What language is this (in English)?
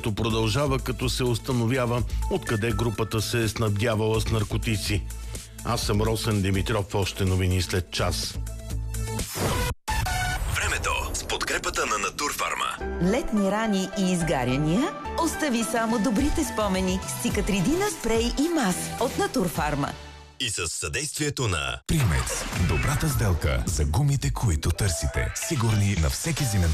Bulgarian